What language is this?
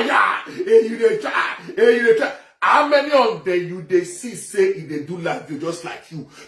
Nigerian Pidgin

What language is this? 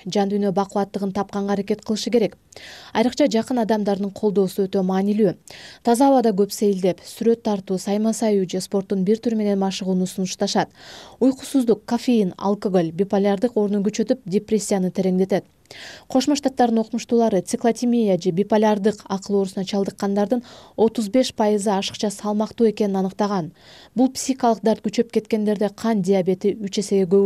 Kyrgyz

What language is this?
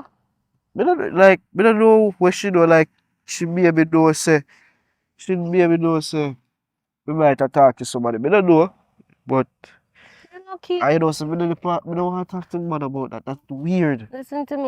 Jamaican Creole English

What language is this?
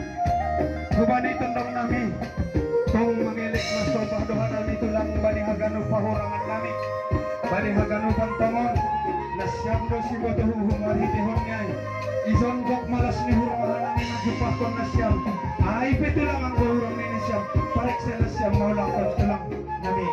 Batak Simalungun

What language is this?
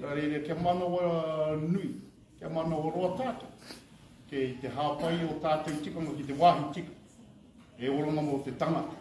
Māori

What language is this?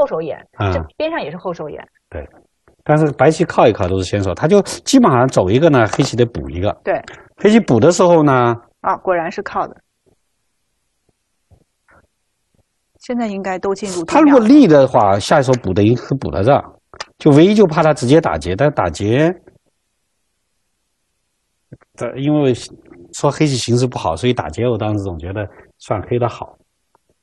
Chinese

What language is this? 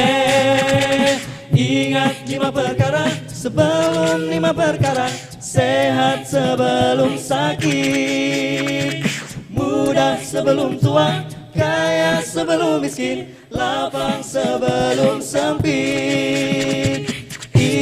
Banjar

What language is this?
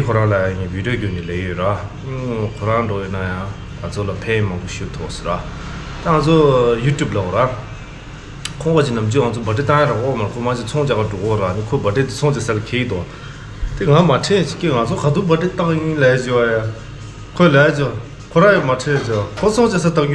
Tibetan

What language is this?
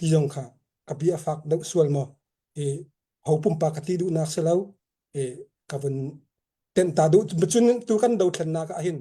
Hakha Chin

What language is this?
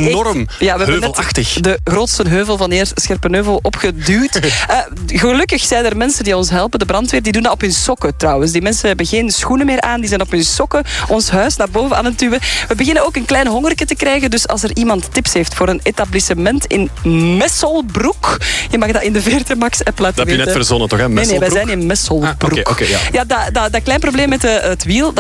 Dutch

